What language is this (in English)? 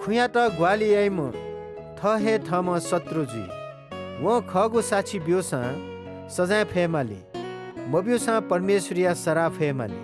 Newari